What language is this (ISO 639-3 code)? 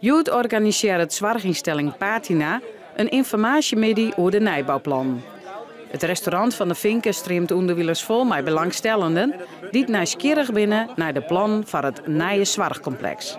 fry